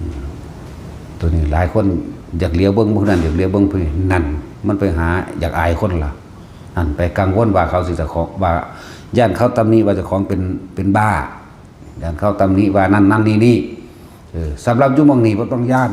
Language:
Northeastern Thai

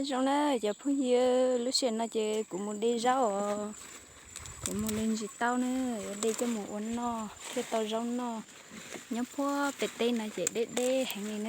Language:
Hmong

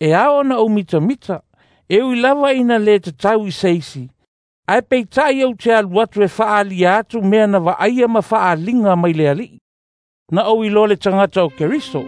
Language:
Samoan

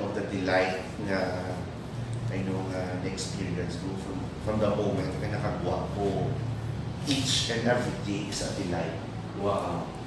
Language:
Hiligaynon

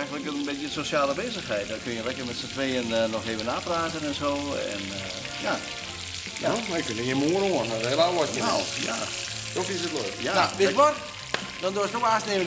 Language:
Western Frisian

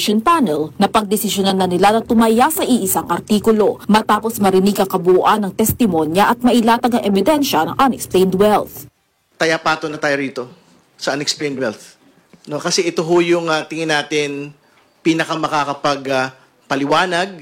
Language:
Filipino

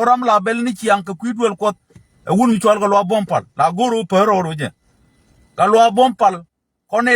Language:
Nuer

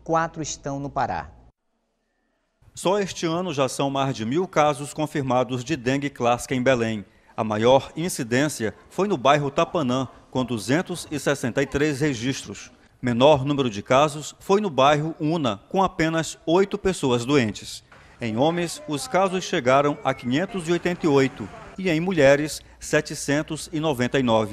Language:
Portuguese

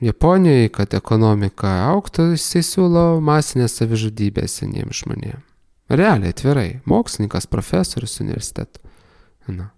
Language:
Lithuanian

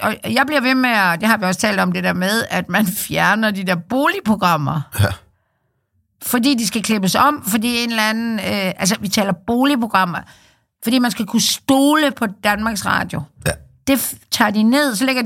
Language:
Danish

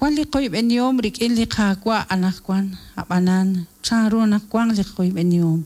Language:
Kekchí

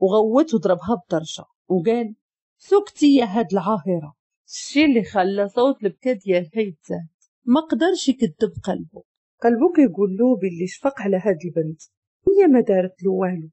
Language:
Moroccan Arabic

